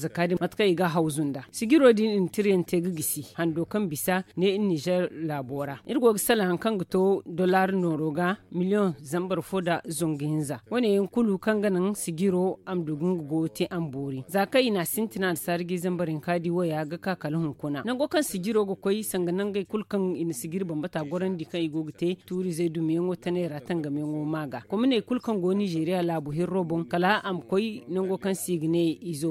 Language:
Zarma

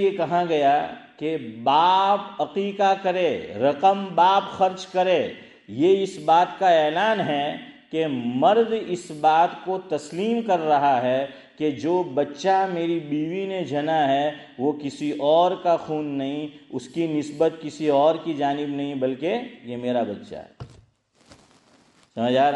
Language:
Urdu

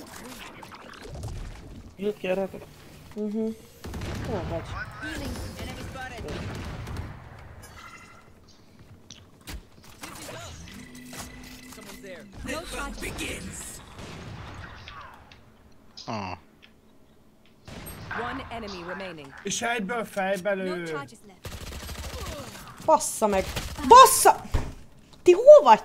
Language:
Hungarian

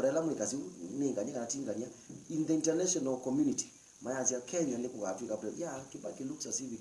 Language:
Kamba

